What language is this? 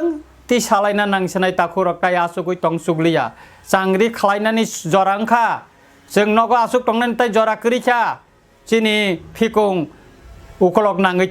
Kok Borok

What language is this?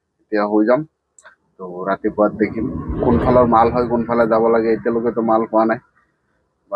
Assamese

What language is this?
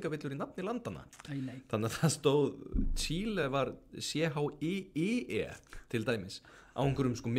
Icelandic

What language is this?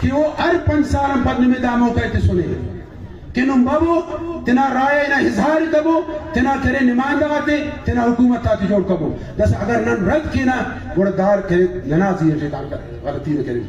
Brahui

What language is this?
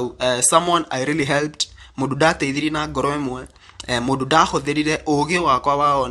Kikuyu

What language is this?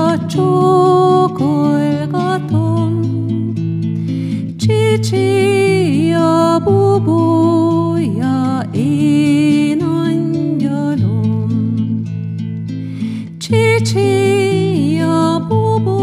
Hungarian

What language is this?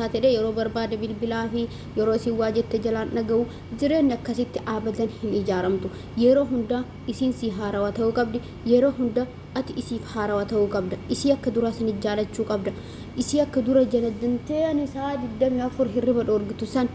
Oromo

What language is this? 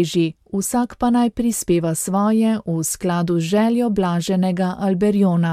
Slovenian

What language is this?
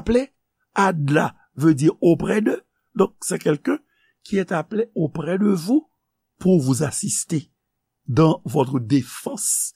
Haitian Creole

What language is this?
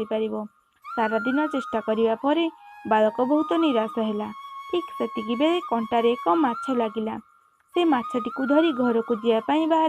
Odia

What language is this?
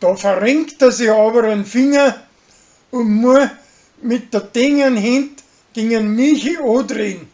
Bavarian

